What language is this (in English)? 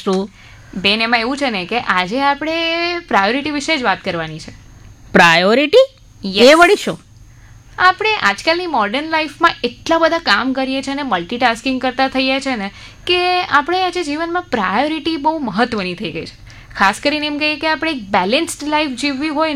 Gujarati